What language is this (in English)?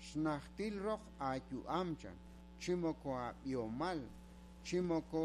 Kekchí